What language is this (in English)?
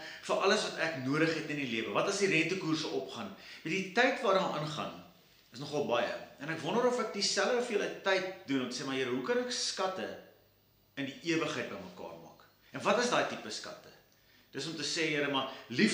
Afrikaans